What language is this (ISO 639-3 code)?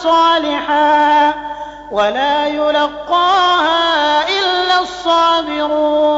snd